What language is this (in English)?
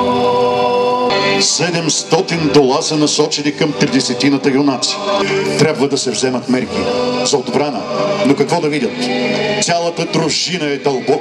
Bulgarian